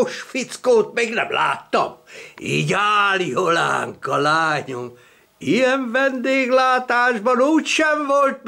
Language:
Hungarian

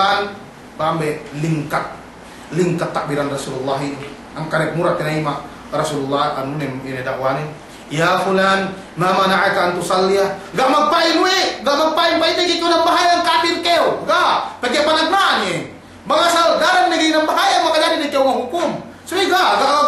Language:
Yakan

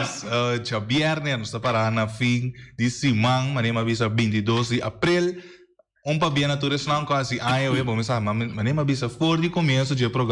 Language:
Papiamento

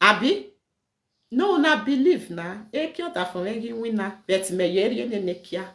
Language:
Nigerian Pidgin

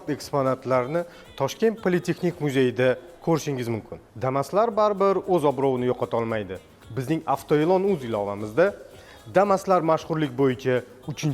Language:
Uzbek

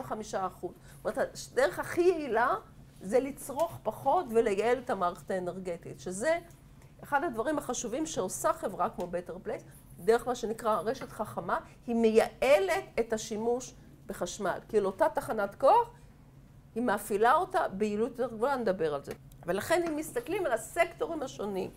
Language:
Hebrew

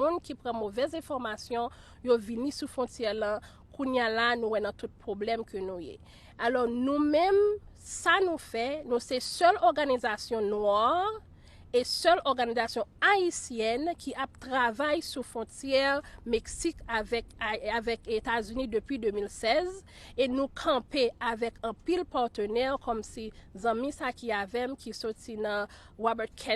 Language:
Haitian Creole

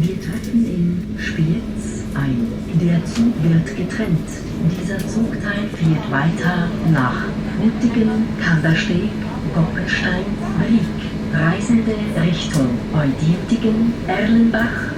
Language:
Swiss German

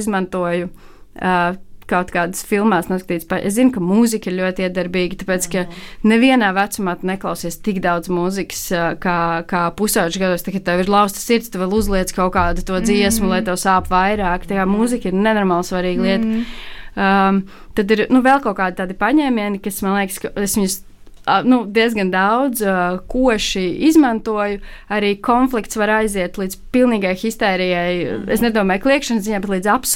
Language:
Latvian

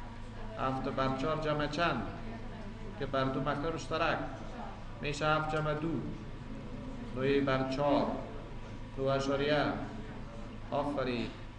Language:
Persian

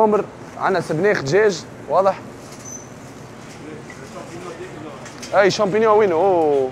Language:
Tunisian Arabic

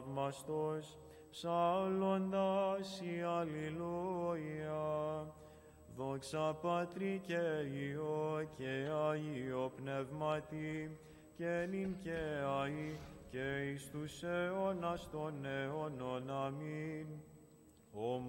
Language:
Greek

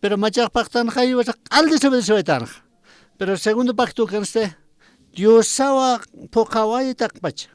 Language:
Aymara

